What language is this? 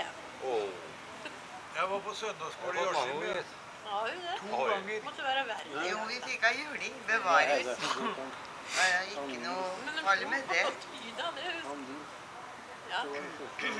Norwegian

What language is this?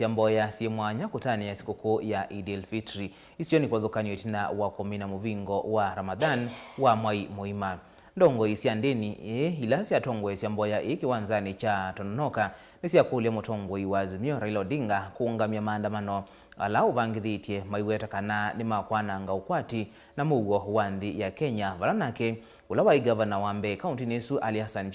Kamba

